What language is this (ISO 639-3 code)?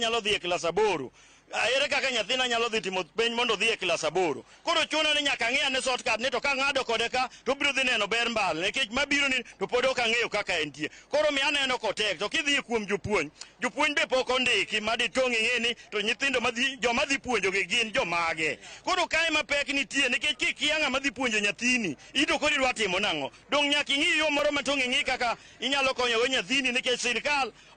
luo